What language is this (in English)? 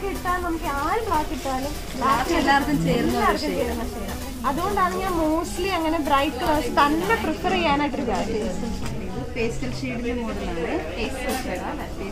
Malayalam